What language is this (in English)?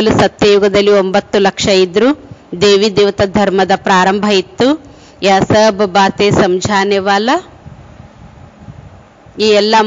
Kannada